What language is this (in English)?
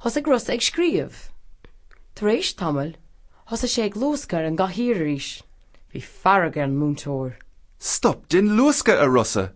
Irish